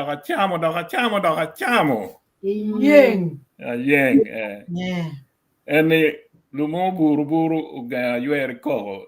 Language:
Acoli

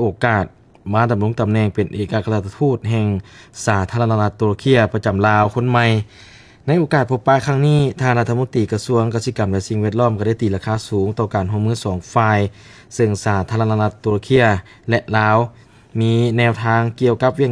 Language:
Lao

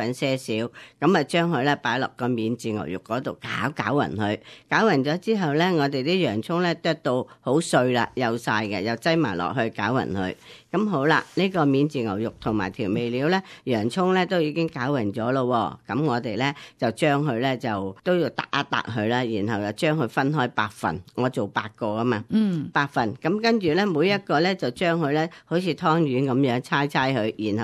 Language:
Cantonese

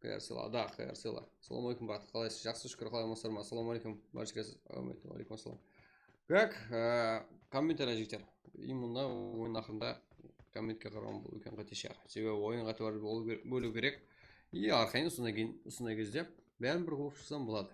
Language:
Kara-Kalpak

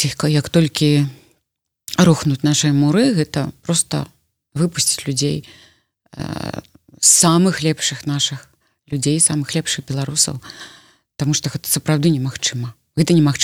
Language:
Belarusian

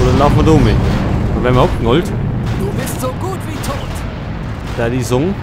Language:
Bavarian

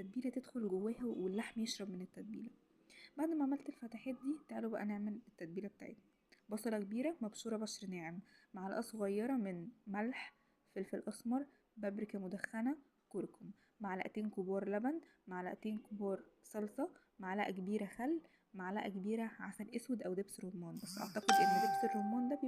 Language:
Egyptian Arabic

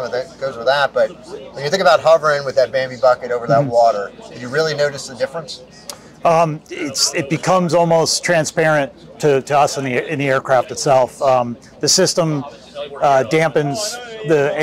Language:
English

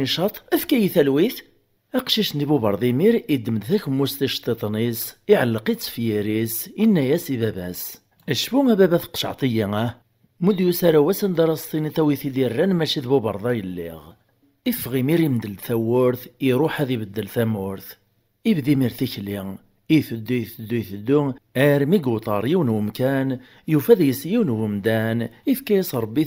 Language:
Kabyle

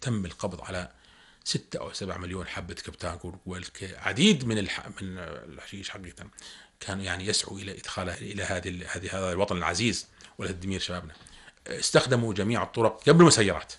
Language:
North Levantine Arabic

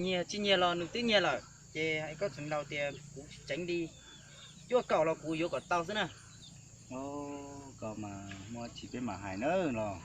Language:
Hmong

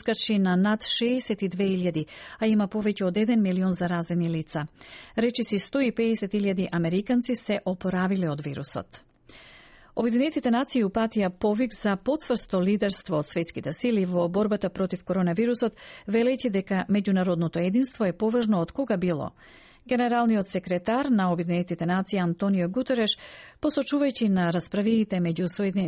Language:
Macedonian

